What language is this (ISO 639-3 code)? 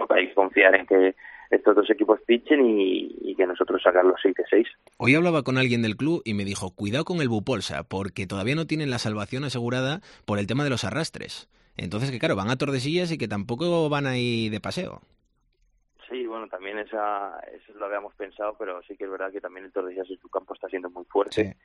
spa